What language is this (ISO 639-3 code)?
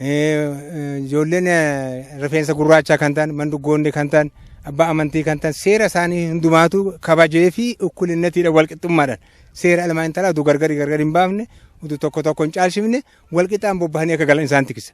orm